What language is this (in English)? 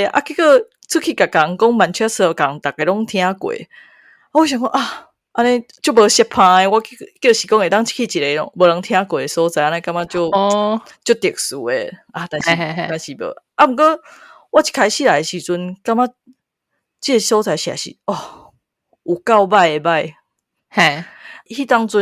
Min Nan Chinese